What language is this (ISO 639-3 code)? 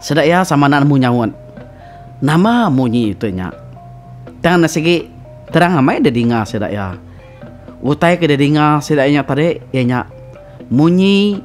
iba